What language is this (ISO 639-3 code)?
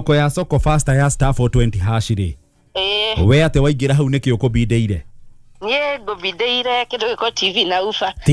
kik